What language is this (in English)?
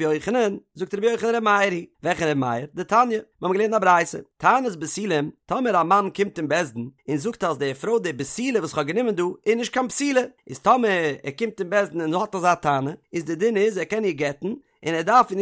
Yiddish